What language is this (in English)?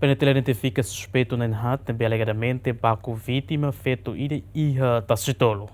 Tetum